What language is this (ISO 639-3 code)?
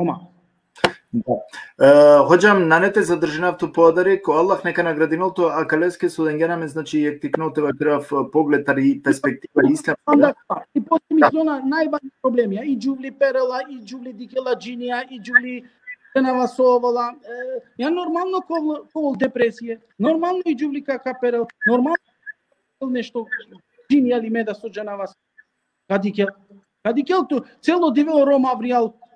rmn